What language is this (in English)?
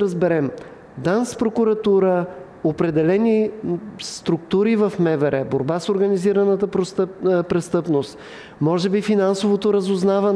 Bulgarian